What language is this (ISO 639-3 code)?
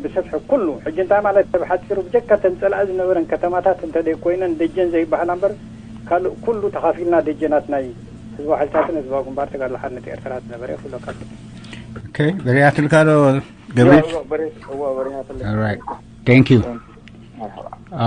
tir